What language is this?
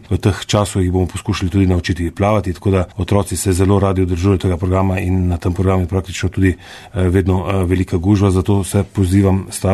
Slovenian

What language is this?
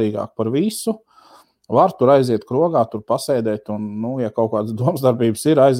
Latvian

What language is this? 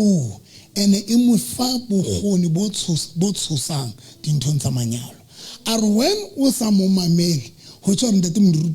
Southern Sotho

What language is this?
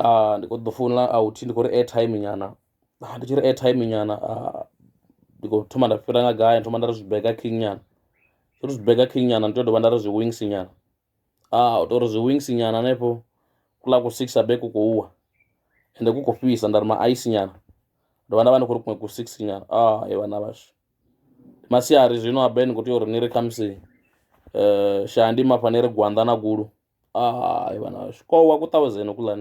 Venda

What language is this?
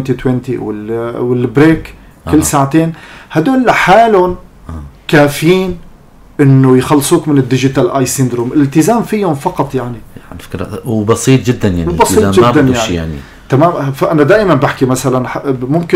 North Levantine Arabic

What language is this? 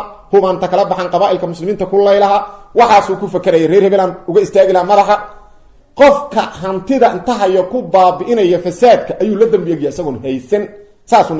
Somali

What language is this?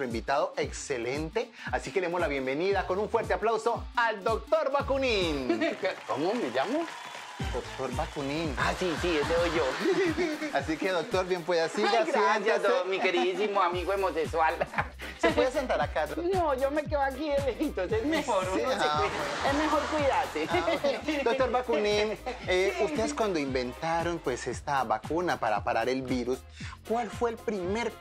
Spanish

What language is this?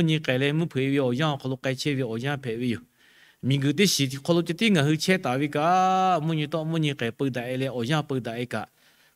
Lahu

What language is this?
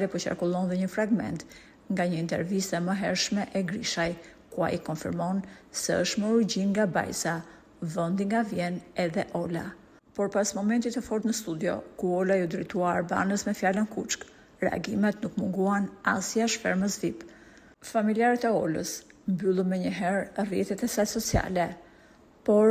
Albanian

